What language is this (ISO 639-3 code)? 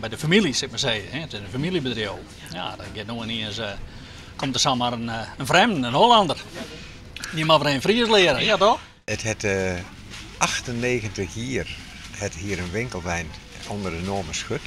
fry